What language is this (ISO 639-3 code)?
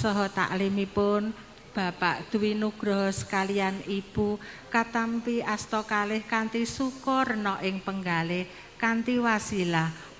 jav